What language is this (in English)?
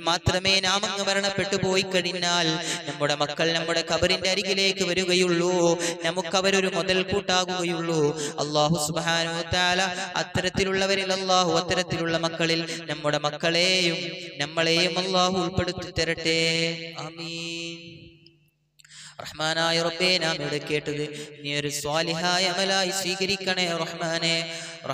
Malayalam